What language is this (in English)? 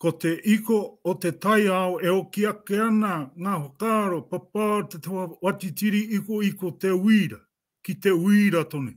Māori